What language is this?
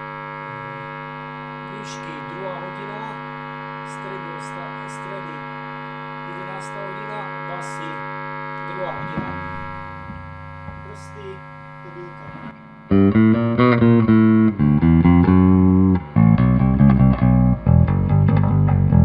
Slovak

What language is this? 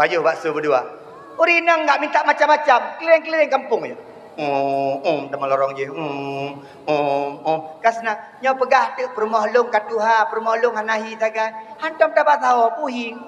Achinese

